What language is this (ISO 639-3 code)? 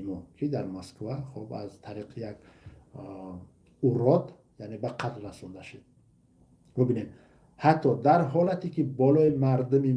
tgk